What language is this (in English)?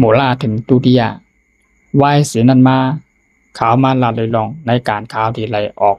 Shan